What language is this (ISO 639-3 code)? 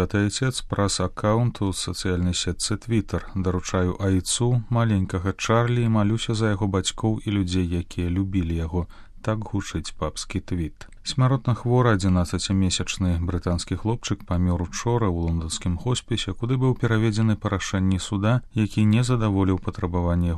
bel